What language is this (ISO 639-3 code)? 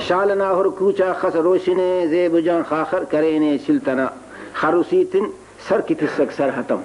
brh